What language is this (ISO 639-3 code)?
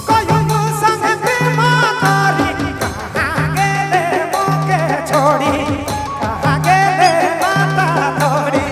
sck